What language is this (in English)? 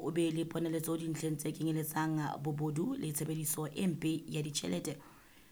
Southern Sotho